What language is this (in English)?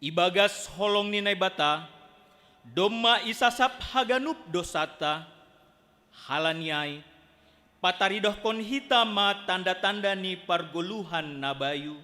Batak Simalungun